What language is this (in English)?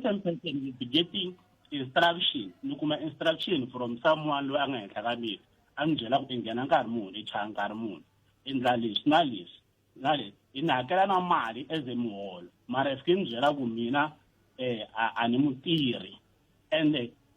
Tsonga